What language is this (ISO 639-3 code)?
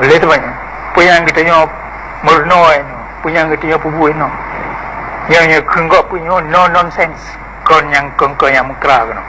ace